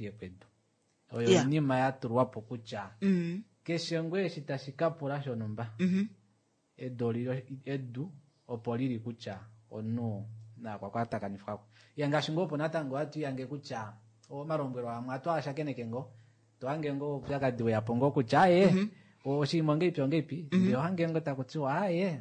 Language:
Kuanyama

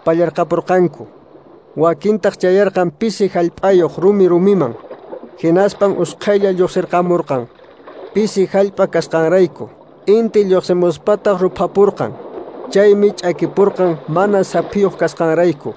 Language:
Quechua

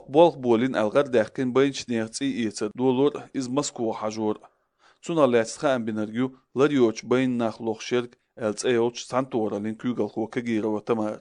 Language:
Chechen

